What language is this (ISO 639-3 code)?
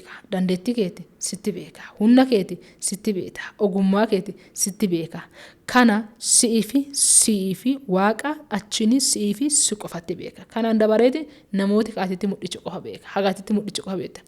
orm